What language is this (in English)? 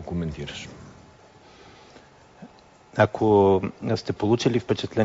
Bulgarian